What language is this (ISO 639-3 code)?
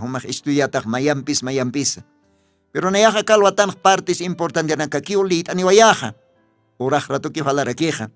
aym